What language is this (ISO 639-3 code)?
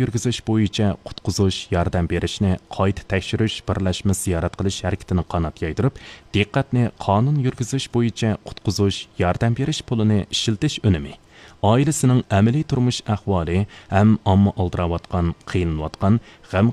uig